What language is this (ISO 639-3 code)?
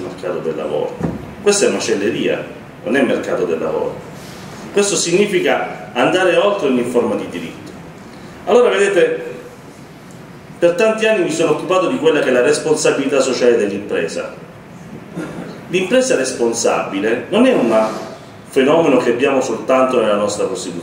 ita